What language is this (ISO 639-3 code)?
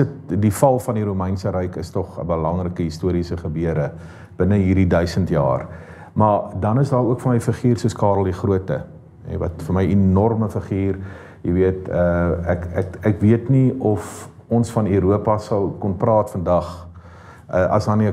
afr